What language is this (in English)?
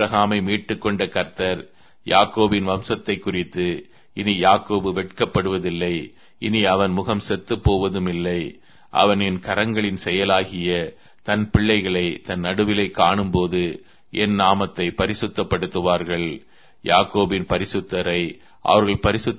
Tamil